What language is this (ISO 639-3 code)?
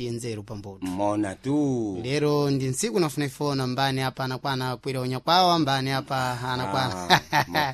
seh